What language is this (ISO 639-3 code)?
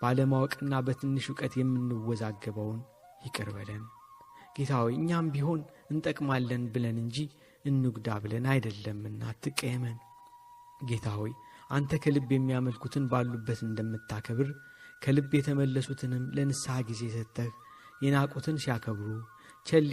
amh